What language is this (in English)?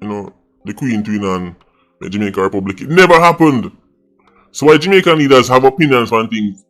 Jamaican Creole English